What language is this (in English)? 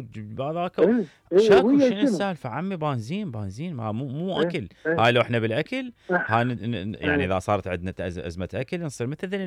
Mesopotamian Arabic